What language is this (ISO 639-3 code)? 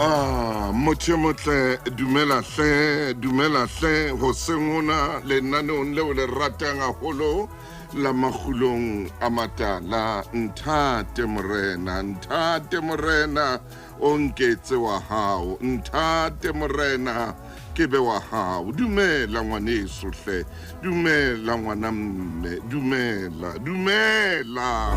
sot